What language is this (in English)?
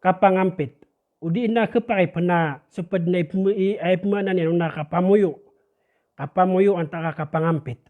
Maranao